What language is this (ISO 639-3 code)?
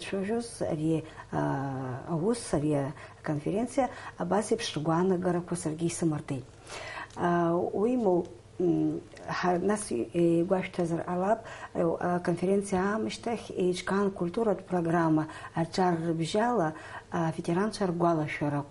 abk